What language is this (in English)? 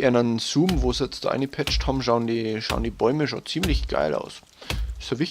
Bavarian